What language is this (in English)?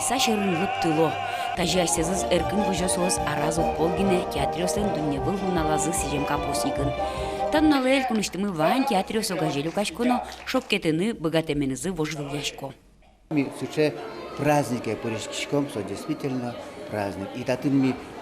Udmurt